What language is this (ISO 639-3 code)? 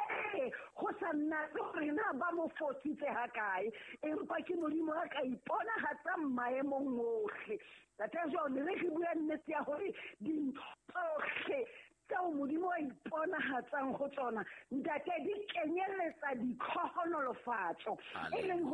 sot